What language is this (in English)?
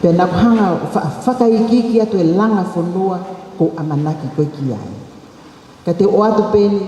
Tongan